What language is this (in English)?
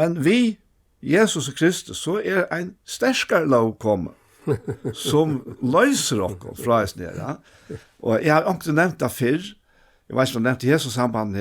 Faroese